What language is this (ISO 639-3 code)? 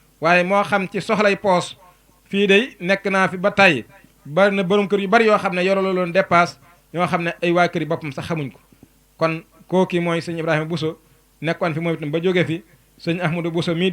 wol